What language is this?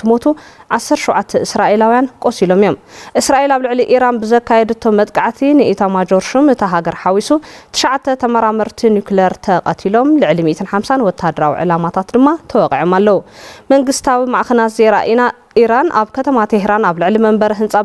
Tigrinya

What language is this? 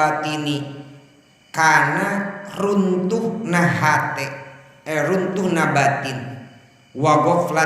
Sundanese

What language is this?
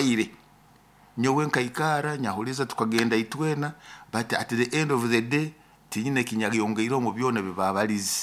Nyoro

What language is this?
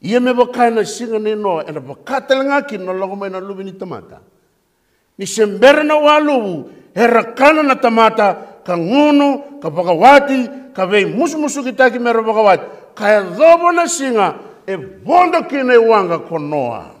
Fijian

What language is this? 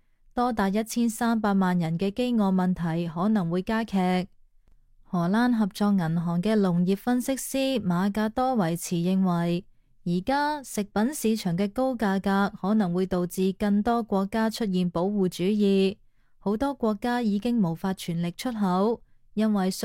Cantonese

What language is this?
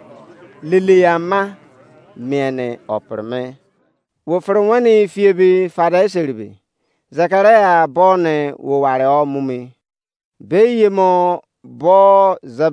Izon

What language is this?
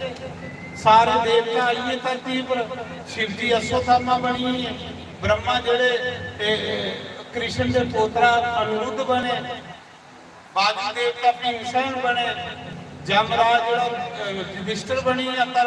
Dogri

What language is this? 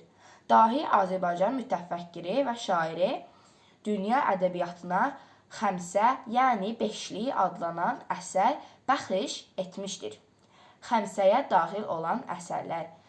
Azerbaijani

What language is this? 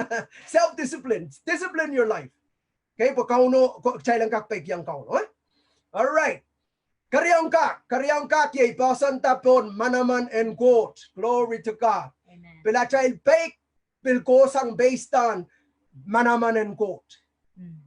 Pohnpeian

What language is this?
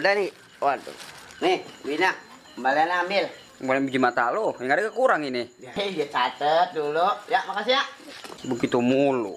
Betawi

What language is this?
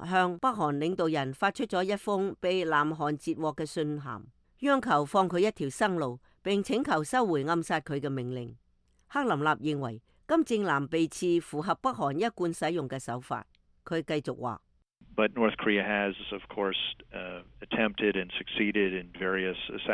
Cantonese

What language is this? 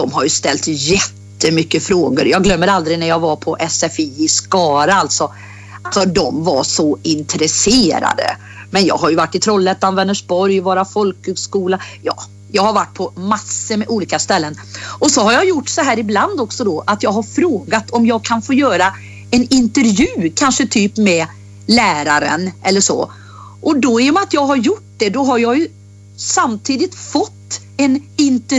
Swedish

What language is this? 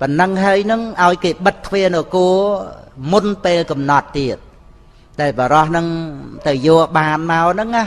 Khmer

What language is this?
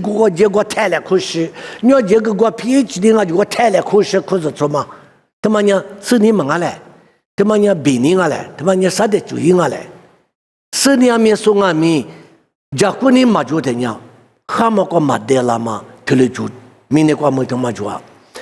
Lisu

